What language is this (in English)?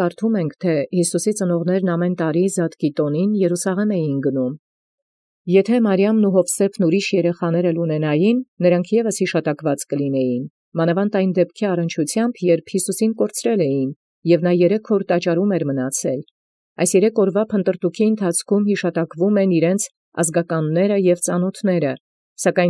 Armenian